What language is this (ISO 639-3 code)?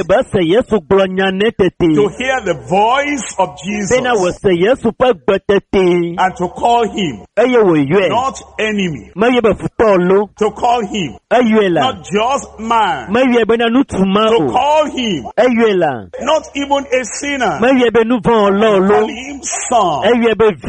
ewe